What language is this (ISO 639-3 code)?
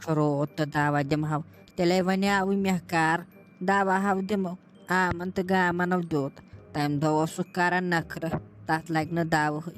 kas